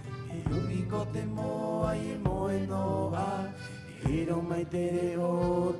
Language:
Rapanui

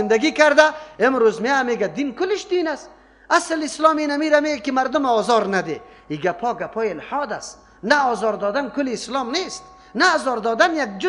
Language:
Persian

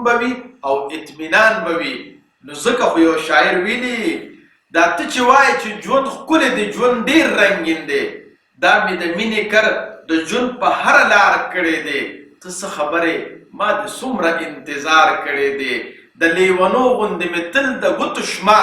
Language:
Pashto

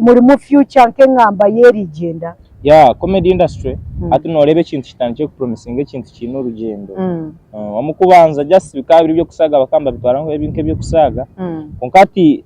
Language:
Nyankole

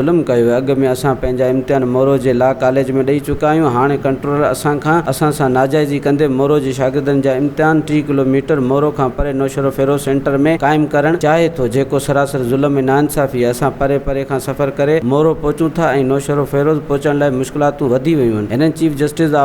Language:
Sindhi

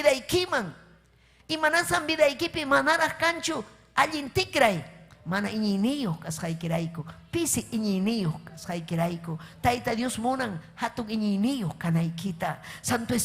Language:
Ayacucho Quechua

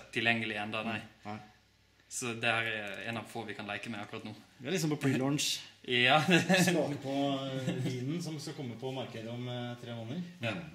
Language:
Norwegian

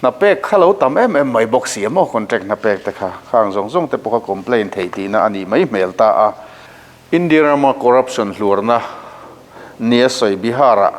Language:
Mizo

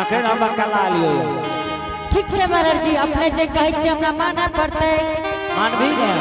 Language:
Angika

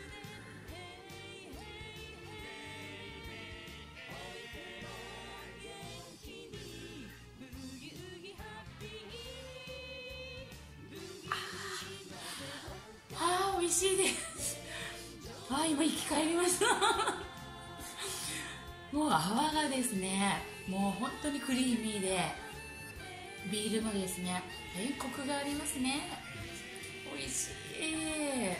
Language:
Japanese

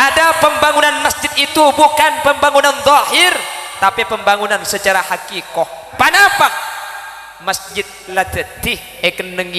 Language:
Madurese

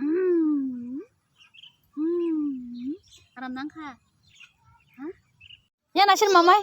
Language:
Kok Borok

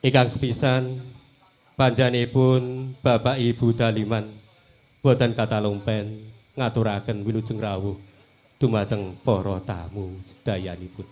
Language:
Javanese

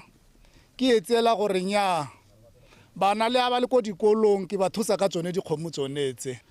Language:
Tswana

